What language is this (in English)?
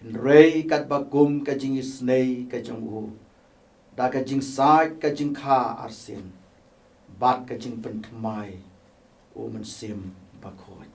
Khasi